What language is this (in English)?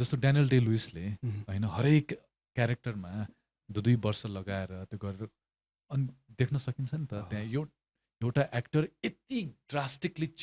Nepali